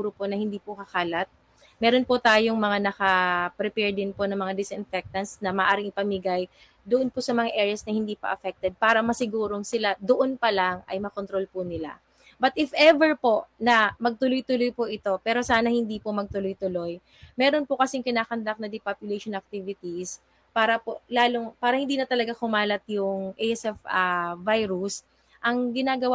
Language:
Filipino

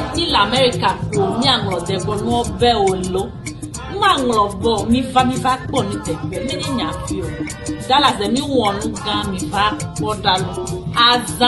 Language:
Ewe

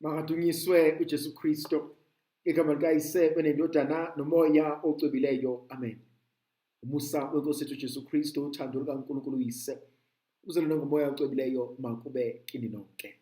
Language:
Zulu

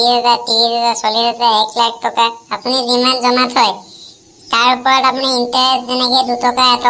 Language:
Assamese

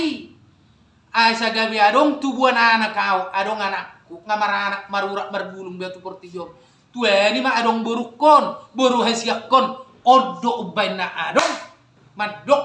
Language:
Batak Toba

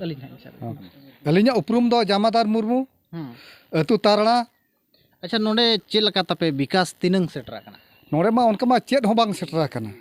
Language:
Santali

